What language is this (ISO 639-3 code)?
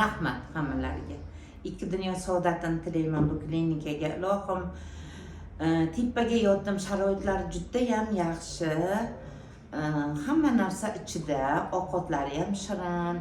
uzb